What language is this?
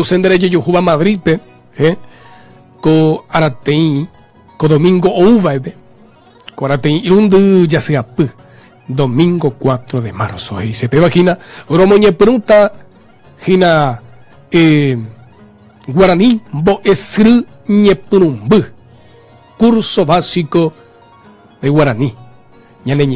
Guarani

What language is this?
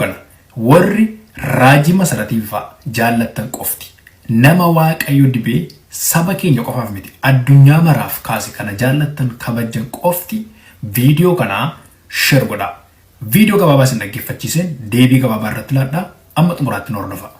Oromo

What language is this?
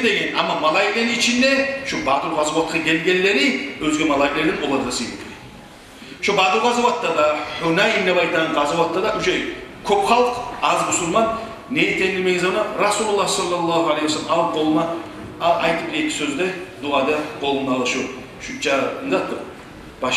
Kumyk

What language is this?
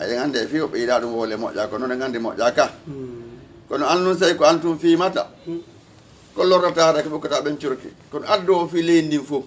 Fula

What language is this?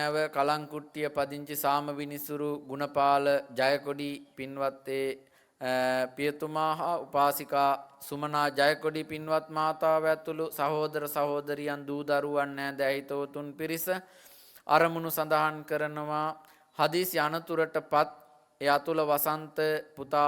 Sinhala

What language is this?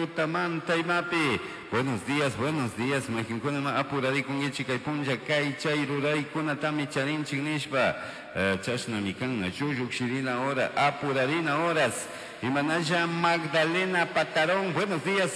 Chimborazo Highland Quichua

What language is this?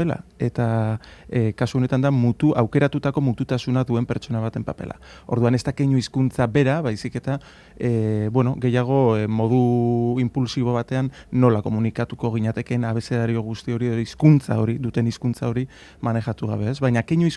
Basque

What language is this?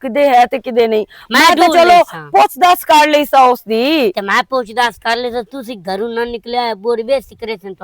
Western Panjabi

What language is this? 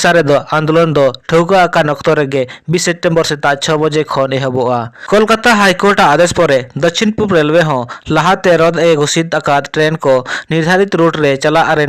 Santali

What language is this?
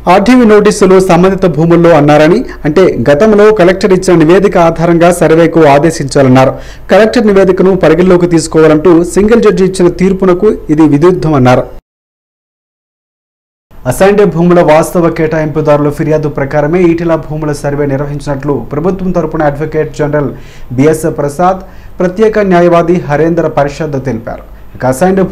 Telugu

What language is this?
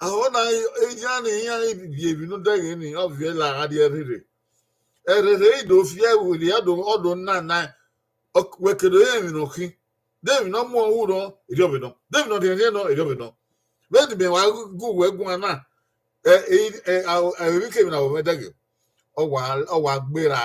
Bini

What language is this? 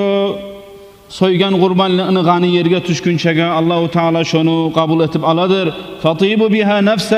Kumyk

